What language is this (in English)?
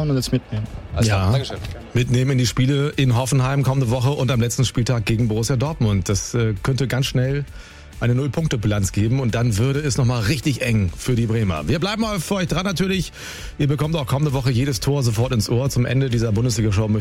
German